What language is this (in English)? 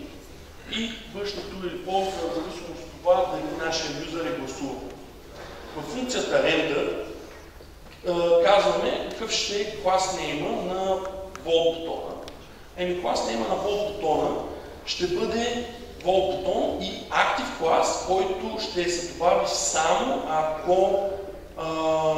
Bulgarian